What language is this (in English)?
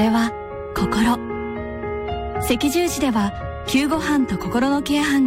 Japanese